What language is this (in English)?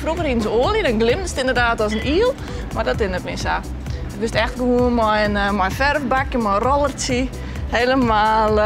Western Frisian